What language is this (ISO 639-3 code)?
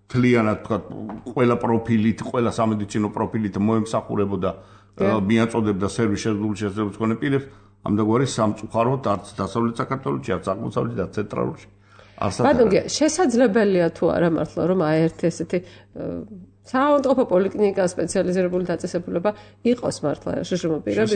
kat